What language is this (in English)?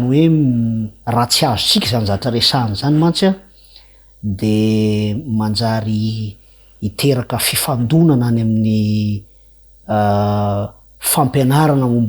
Malagasy